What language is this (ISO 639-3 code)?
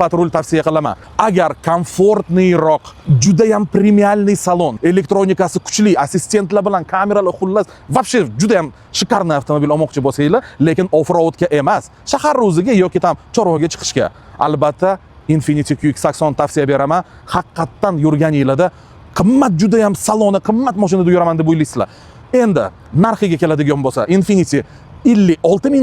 uzb